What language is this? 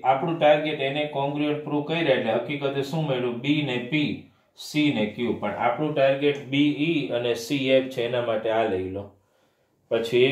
Gujarati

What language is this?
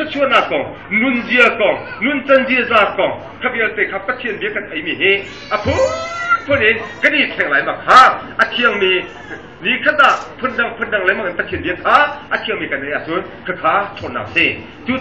Hakha Chin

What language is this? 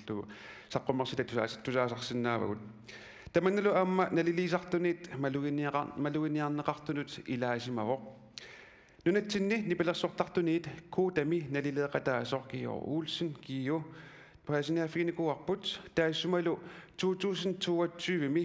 Kalaallisut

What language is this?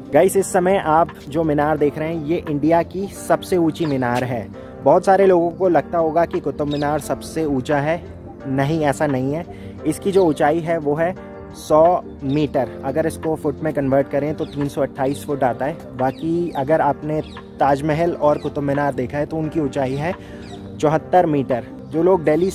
Hindi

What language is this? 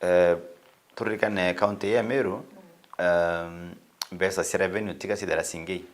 Meru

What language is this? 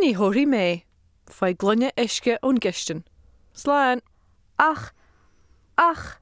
Irish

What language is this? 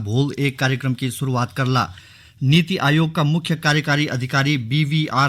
Garhwali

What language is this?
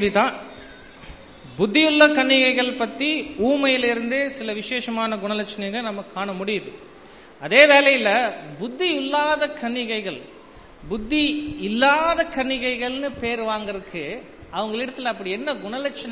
Tamil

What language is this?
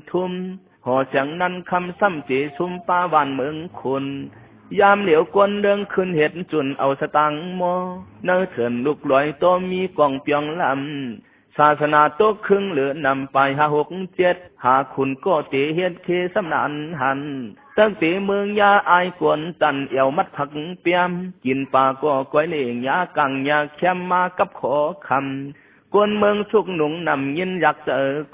Shan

